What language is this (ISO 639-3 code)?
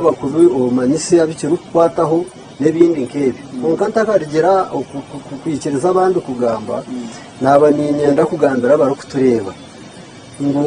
nyn